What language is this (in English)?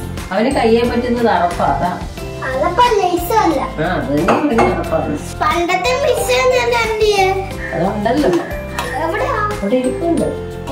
Malayalam